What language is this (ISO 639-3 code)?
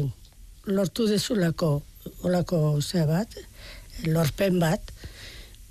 eus